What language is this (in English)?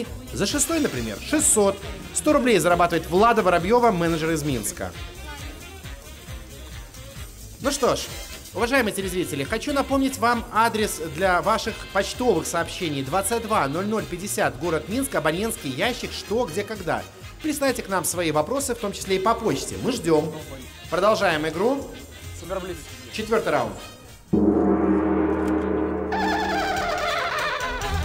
Russian